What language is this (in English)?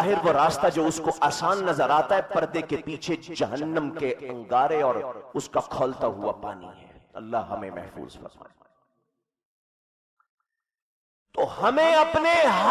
Urdu